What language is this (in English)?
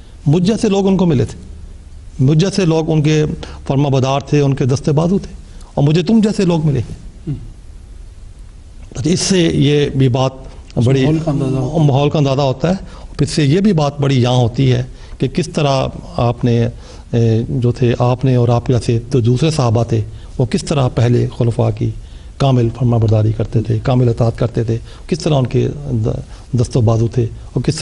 Urdu